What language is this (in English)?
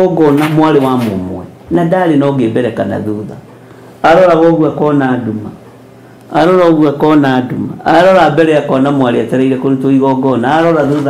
Kikuyu